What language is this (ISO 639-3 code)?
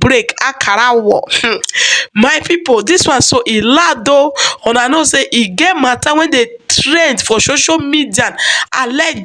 pcm